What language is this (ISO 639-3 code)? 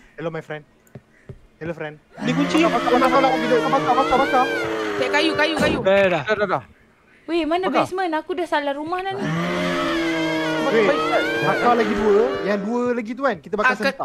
msa